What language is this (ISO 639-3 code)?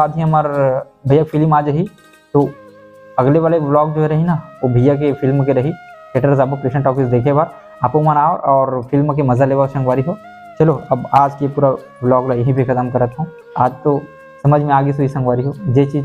hne